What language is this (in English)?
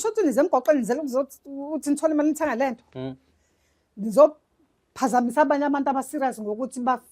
Zulu